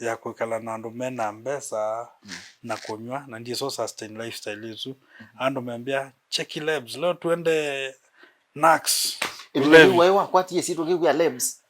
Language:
Kamba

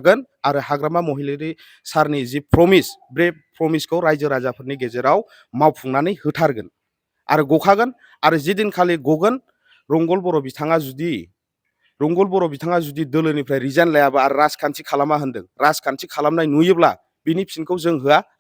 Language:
Bodo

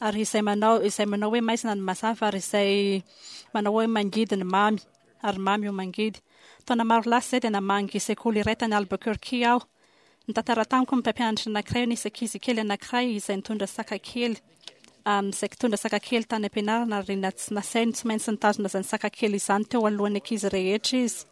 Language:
Malagasy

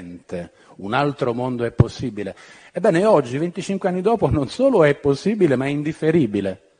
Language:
Italian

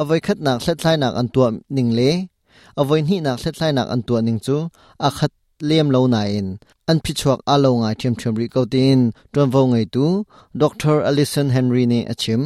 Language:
Hakha Chin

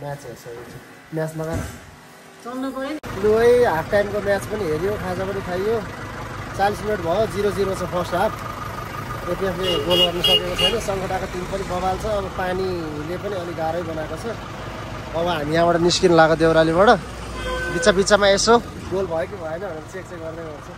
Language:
Nepali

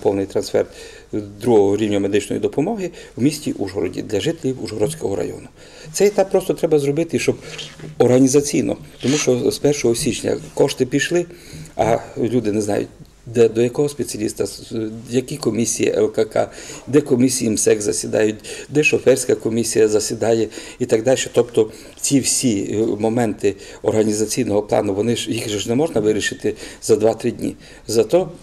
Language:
Ukrainian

